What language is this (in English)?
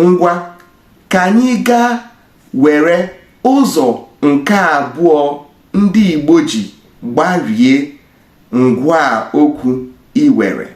Igbo